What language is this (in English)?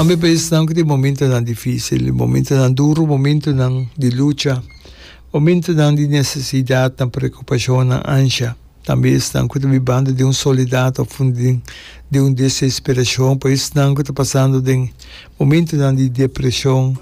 Papiamento